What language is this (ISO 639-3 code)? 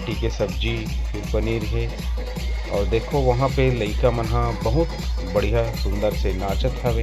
hne